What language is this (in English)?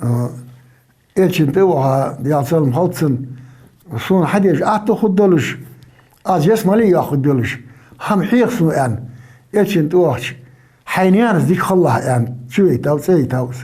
Ingush